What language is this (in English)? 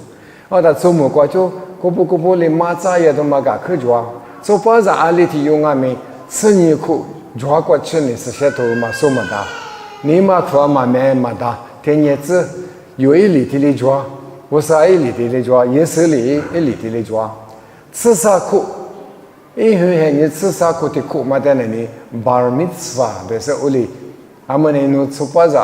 Lisu